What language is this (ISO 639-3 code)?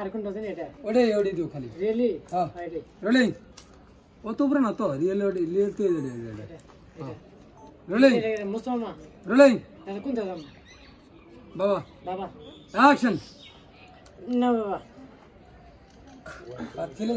ben